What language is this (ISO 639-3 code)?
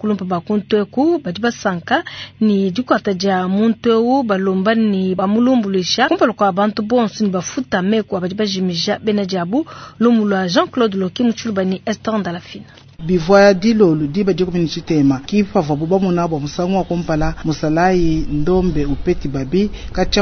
lua